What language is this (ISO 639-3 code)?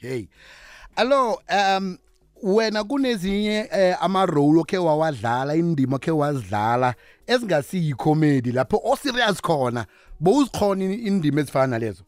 nbl